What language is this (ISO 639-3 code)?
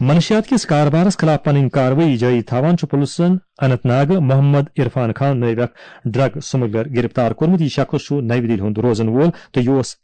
kas